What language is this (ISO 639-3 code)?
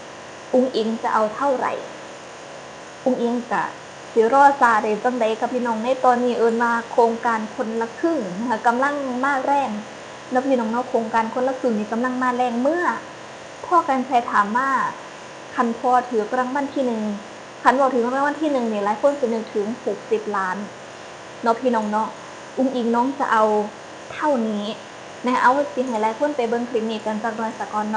tts